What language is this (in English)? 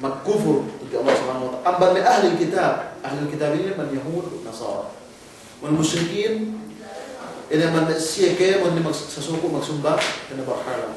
Yakan